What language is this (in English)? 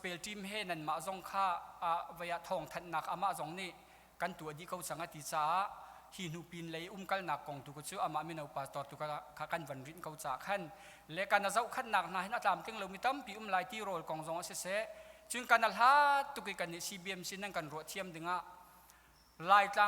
Hakha Chin